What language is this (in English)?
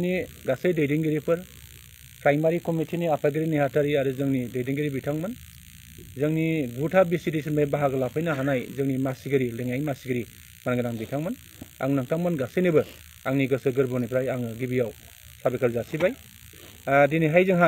Bodo